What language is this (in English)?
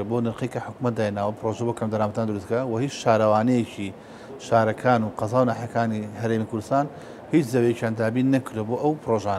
Central Kurdish